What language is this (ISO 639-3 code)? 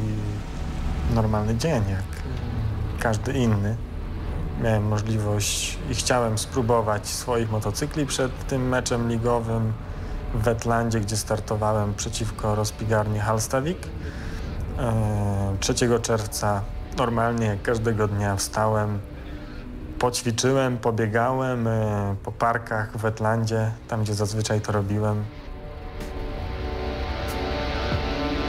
pol